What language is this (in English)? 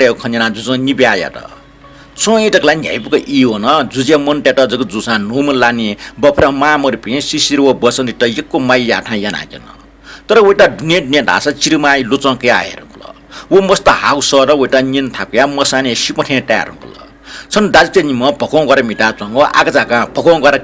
Newari